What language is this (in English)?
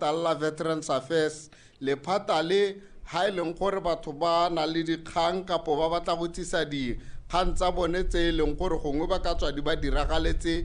Tswana